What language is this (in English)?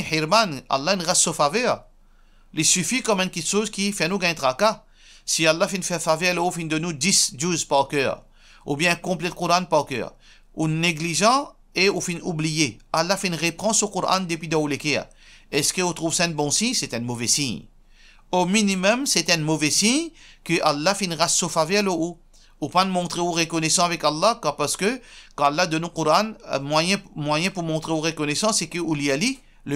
Morisyen